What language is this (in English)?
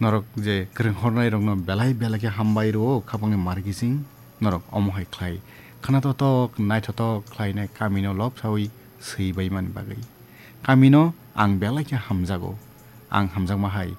Kok Borok